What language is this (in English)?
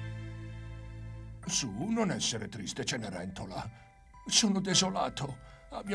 Italian